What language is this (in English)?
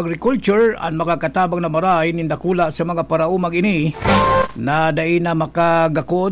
Bikol